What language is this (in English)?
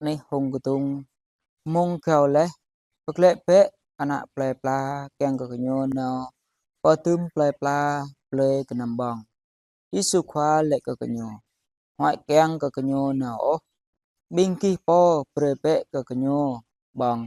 Jarai